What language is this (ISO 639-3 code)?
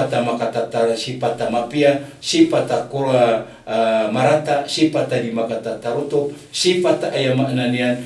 mrw